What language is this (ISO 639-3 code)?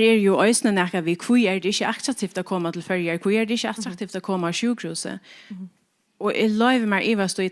fao